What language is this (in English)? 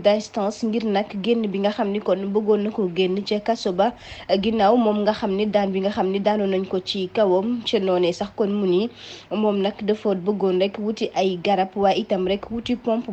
Wolof